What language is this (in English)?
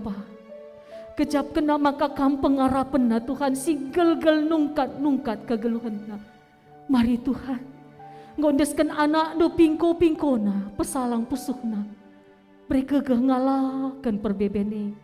Batak Karo